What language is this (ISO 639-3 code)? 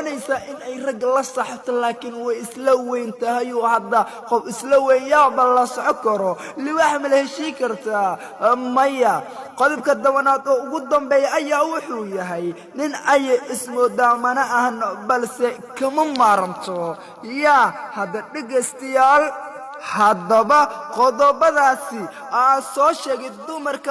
som